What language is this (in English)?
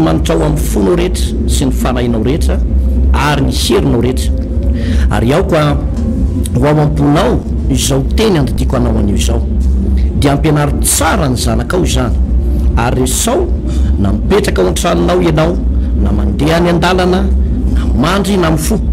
Malagasy